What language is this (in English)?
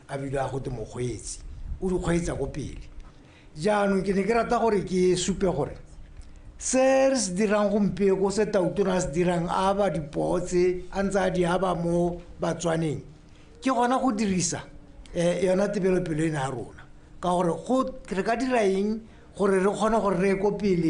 Tswana